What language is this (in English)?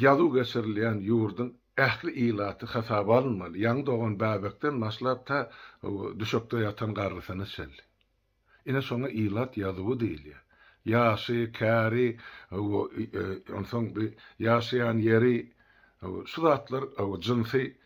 Turkmen